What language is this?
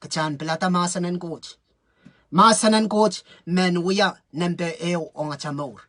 Pohnpeian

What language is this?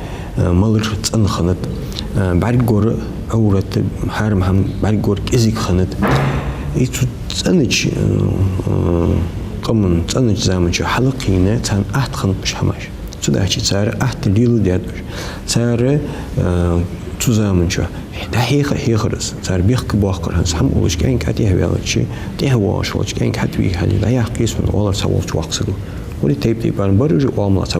Ingush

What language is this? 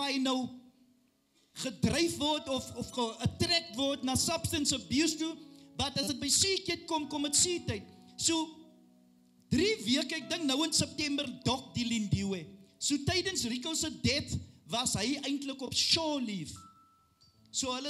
Afrikaans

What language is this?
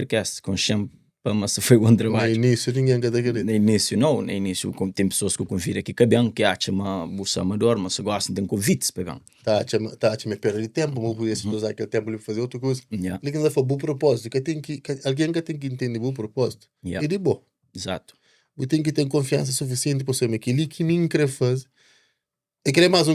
Kabuverdianu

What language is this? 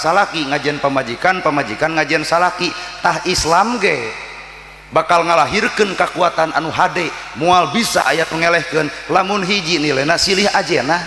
Sundanese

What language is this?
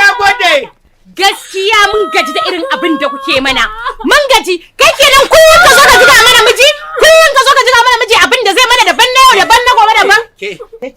Hausa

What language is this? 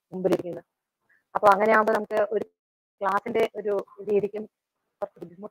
Malayalam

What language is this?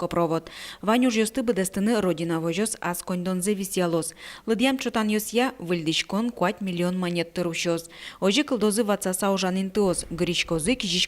Udmurt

